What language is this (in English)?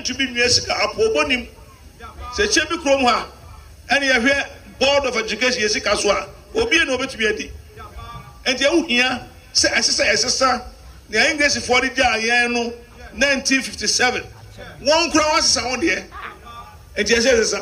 Akan